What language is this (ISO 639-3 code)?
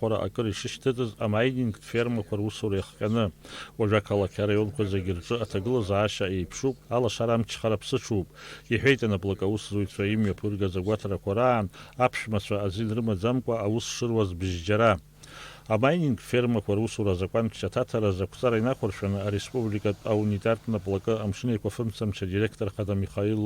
abk